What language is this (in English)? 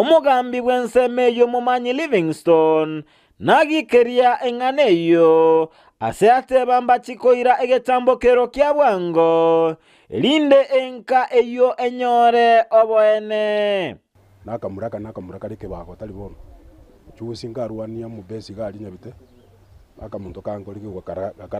Gusii